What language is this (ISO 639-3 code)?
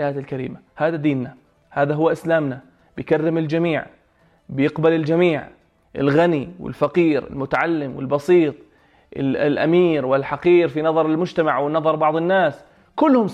apc